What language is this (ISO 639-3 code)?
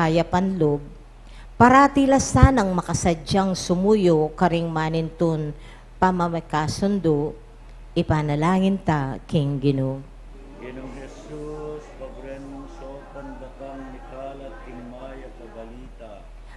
pam